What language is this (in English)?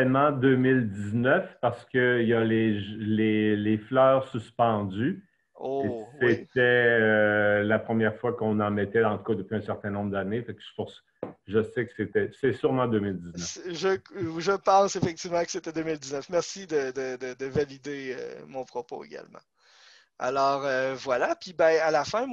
French